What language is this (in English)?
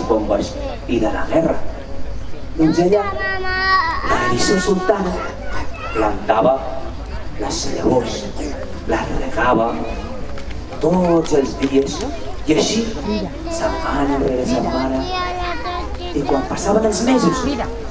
Catalan